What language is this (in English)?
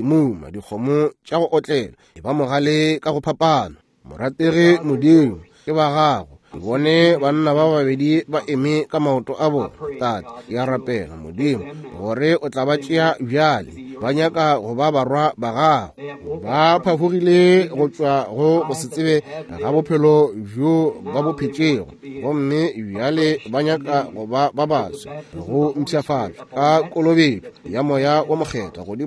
Northern Sotho